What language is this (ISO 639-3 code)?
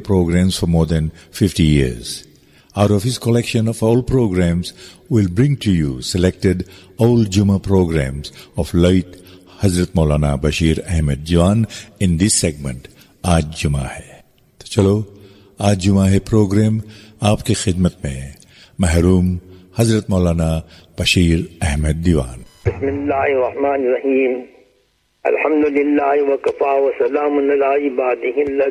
urd